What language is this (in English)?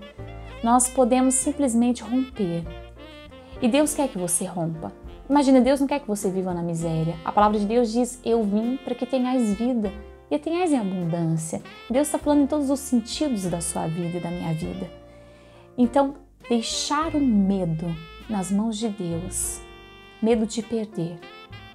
Portuguese